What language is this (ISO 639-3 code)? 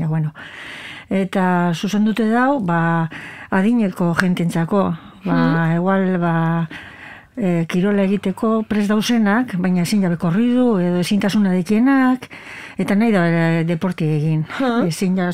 eus